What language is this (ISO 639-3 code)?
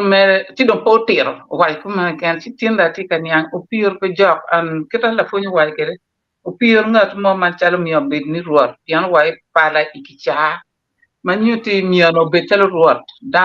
ach